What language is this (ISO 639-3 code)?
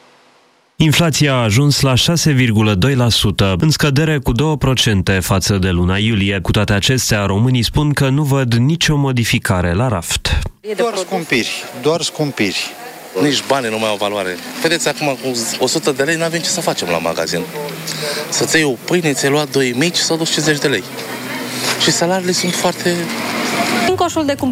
ron